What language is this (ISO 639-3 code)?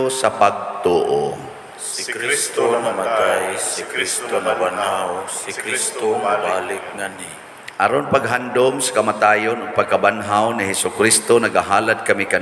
ceb